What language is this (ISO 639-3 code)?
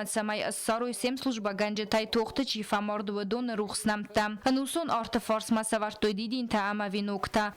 oss